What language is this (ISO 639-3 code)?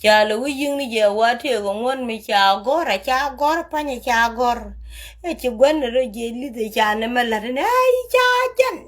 nus